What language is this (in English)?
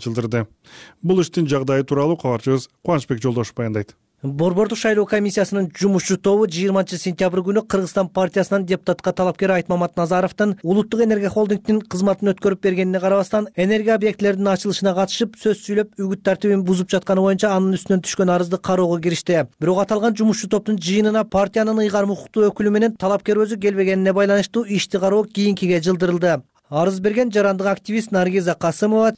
Kyrgyz